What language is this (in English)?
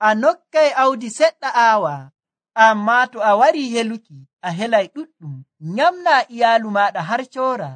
Nigerian Fulfulde